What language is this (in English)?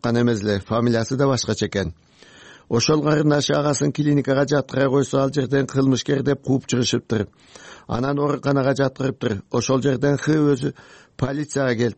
Kyrgyz